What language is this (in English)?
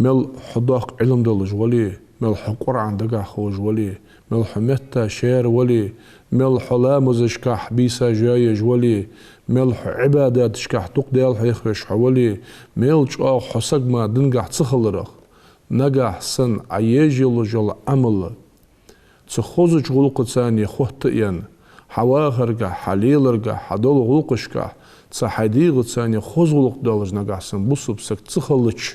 Ingush